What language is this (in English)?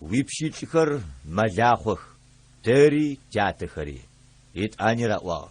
Adyghe